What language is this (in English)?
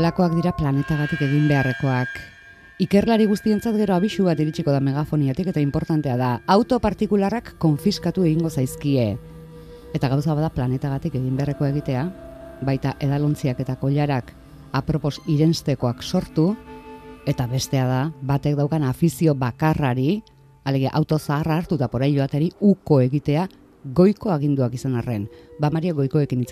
Basque